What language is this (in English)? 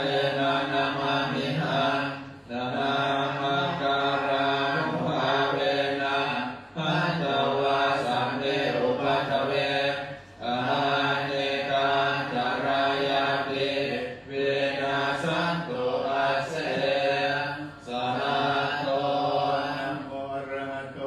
Pali